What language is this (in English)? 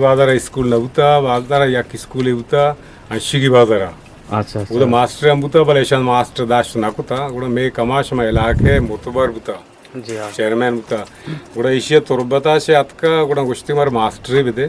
Eastern Balochi